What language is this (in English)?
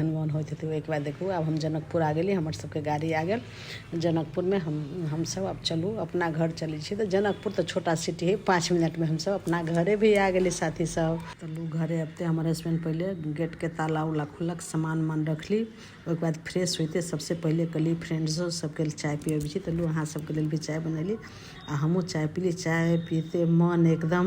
Maithili